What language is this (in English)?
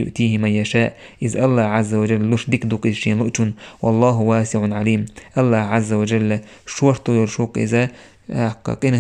Chechen